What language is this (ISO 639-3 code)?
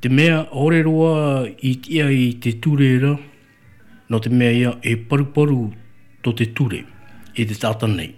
tah